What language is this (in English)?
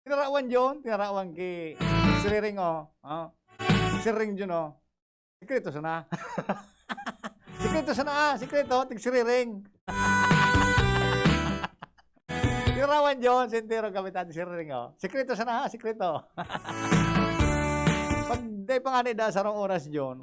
Bikol